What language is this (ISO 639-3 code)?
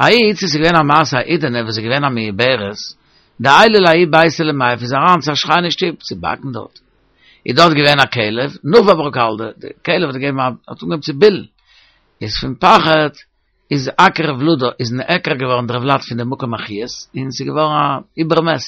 yid